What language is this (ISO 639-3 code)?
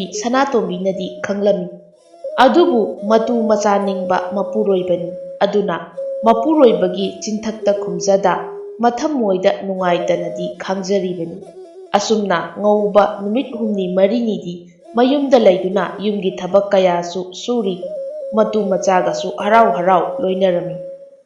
mni